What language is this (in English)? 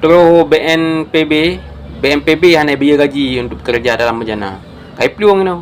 Achinese